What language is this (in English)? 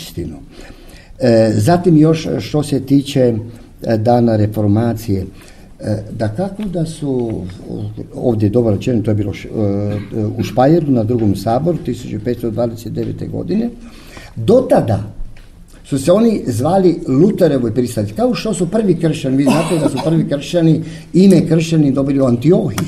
Croatian